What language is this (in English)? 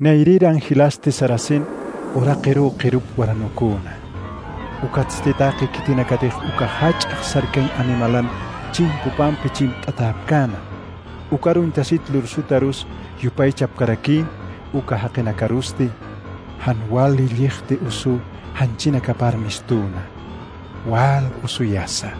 Aymara